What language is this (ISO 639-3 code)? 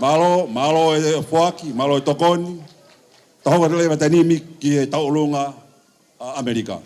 ton